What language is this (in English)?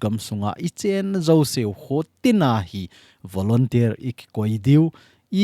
Thado Chin